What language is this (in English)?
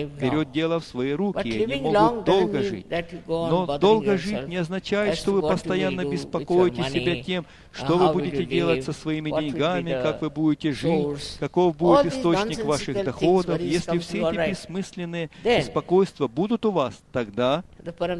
Russian